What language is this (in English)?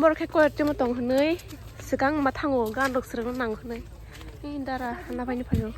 Kok Borok